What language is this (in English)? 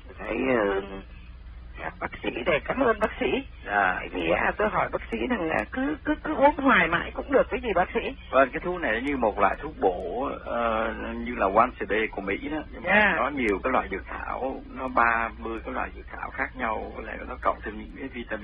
Vietnamese